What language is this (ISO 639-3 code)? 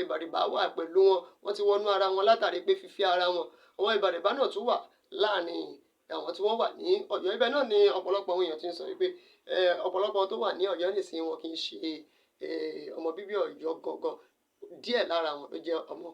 yor